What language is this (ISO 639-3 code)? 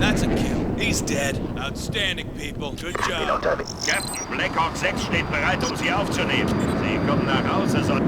bar